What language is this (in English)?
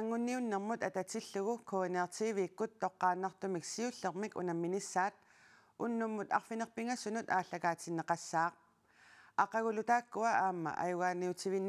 Kalaallisut